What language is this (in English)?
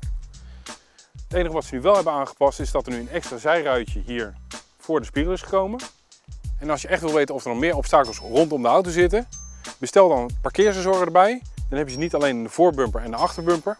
Dutch